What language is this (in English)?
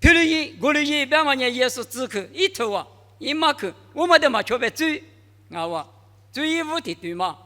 Lisu